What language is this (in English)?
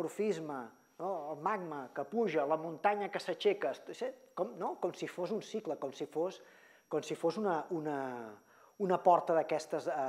Catalan